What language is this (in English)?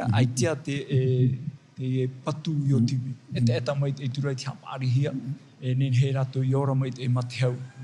Tahitian